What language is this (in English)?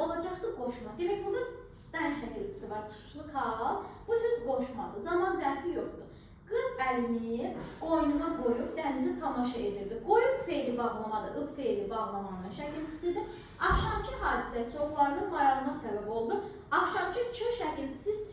Azerbaijani